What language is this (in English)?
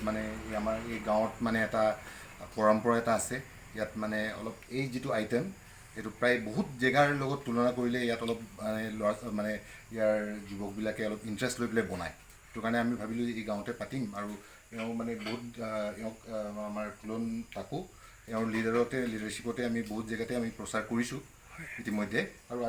Assamese